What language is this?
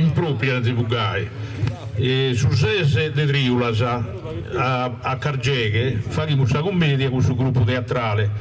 Sardinian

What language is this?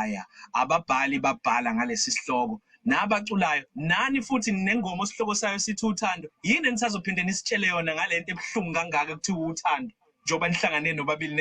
Zulu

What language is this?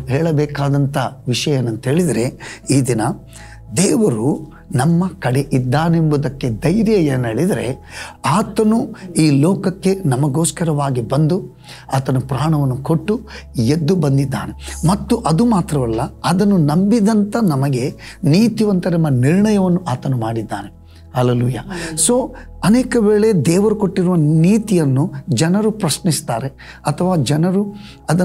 Kannada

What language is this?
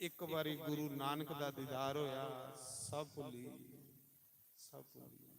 Dogri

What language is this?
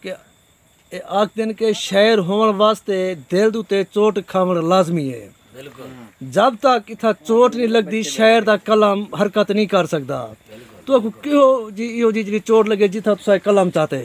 Saraiki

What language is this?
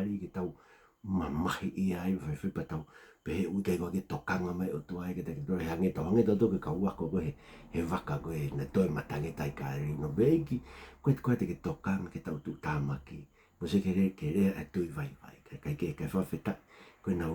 Tongan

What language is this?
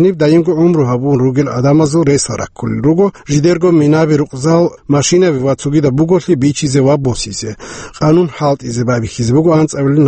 Avaric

